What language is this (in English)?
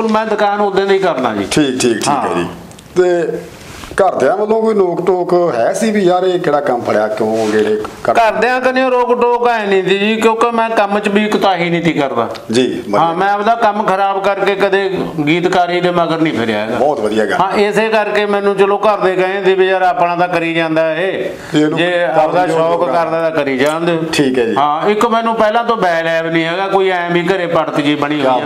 Punjabi